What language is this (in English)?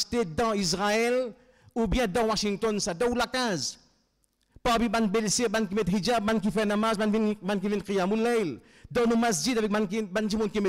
French